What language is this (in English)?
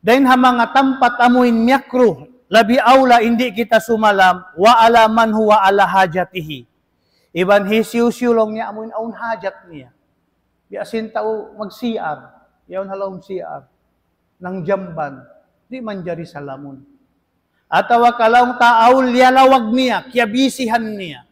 Tausug